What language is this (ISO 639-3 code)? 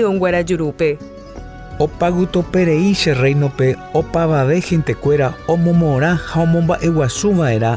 grn